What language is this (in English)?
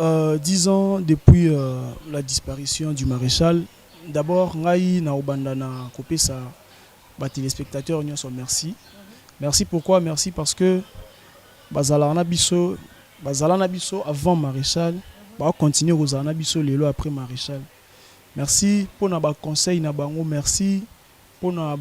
Lingala